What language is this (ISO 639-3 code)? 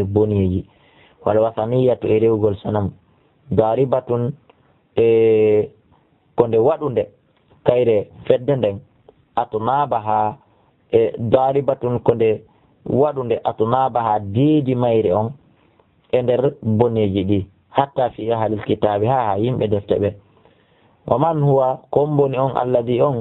ful